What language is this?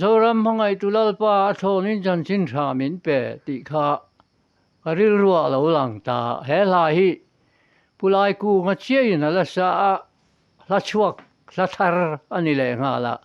Mizo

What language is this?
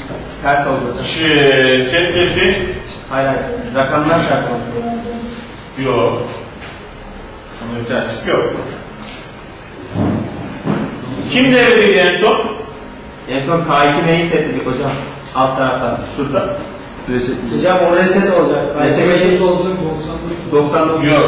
Turkish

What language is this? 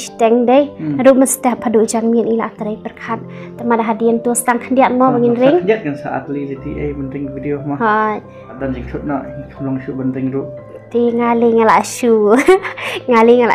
Khasi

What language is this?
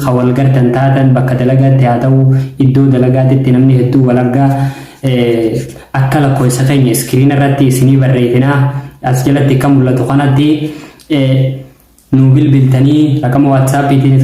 Oromo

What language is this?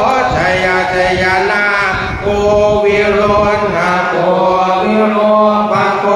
Pali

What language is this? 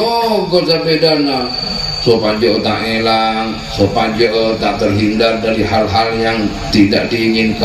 Madurese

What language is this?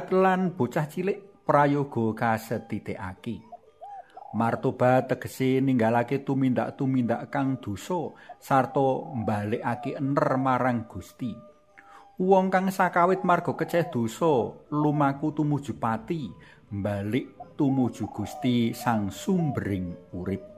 Javanese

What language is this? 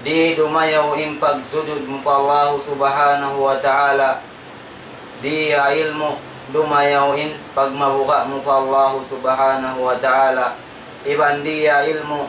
Tausug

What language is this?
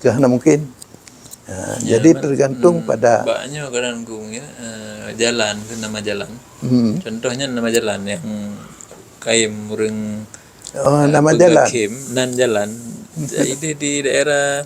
Achinese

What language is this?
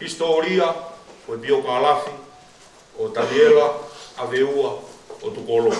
Tongan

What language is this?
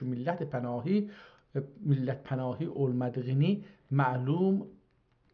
South Azerbaijani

